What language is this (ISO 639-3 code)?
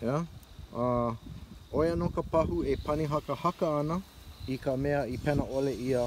haw